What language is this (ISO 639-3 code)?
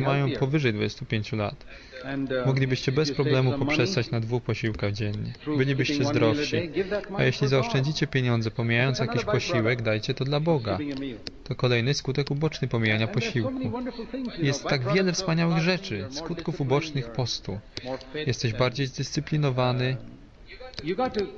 pol